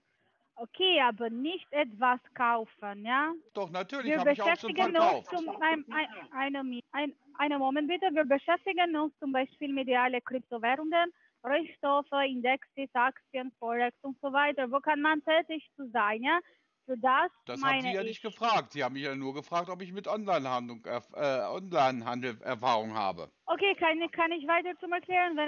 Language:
German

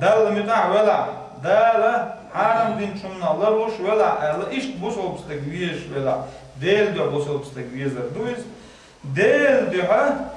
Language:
Chechen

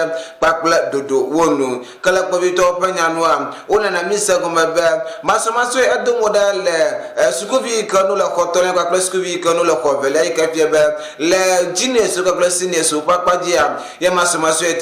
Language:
Ewe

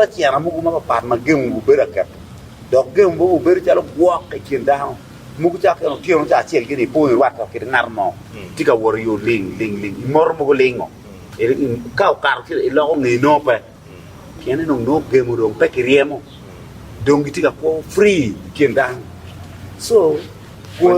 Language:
Acoli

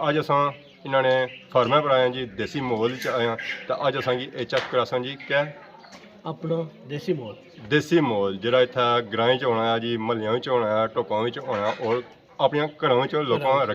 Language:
Pahari-Potwari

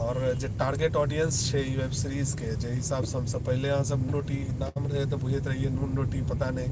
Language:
Maithili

